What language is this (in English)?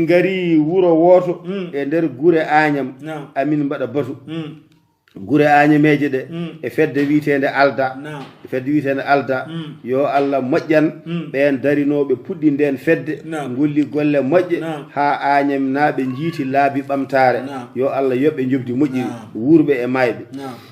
Fula